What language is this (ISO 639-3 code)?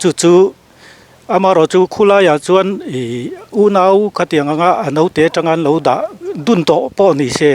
lus